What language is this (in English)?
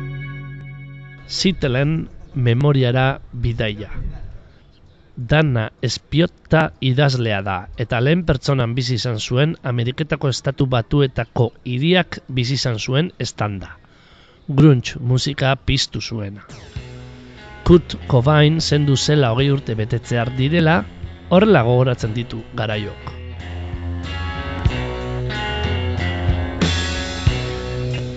Basque